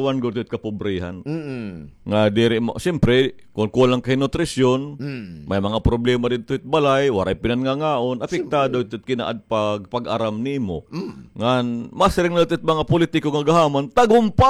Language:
Waray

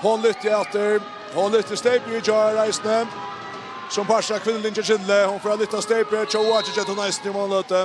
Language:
Faroese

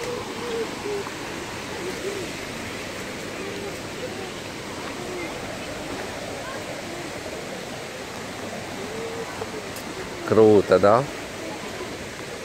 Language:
Russian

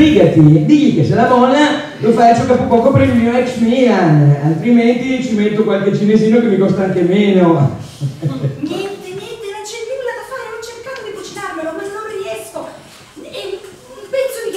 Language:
Italian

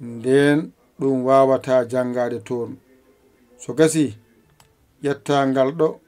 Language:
Fula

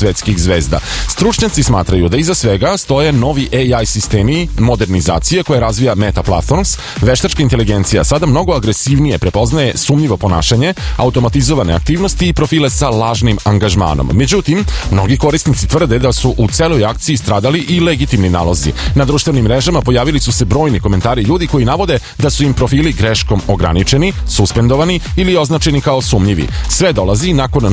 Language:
Serbian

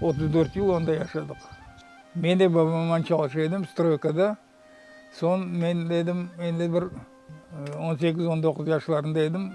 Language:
Crimean Tatar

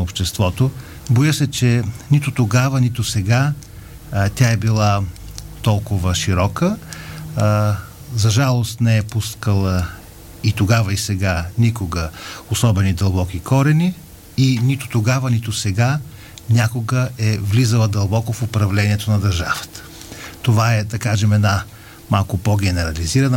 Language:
Bulgarian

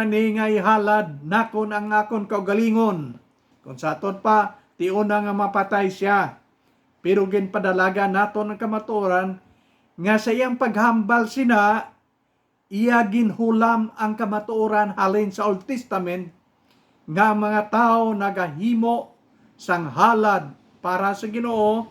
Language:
Hiligaynon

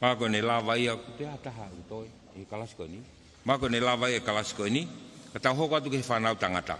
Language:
Tongan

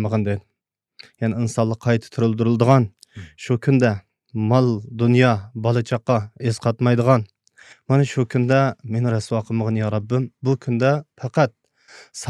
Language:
Uyghur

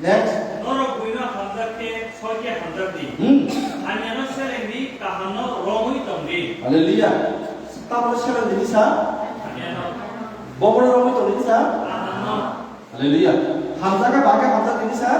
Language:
Kok Borok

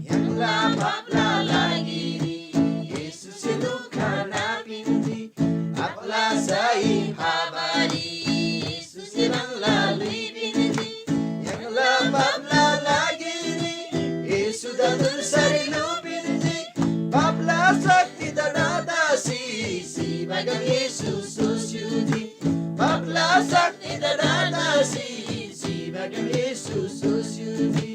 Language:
Eastern Tamang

